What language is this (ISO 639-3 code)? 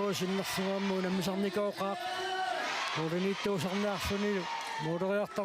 kal